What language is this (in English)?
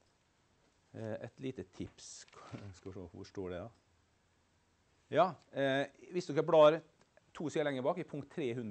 Norwegian